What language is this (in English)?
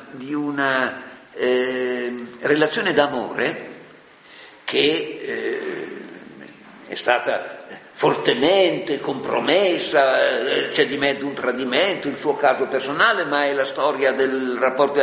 Italian